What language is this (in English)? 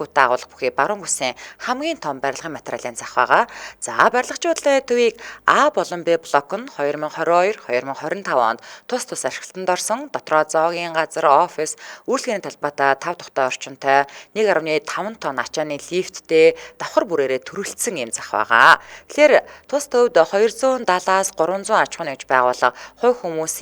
Mongolian